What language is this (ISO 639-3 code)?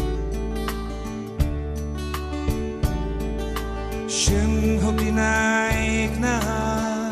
swe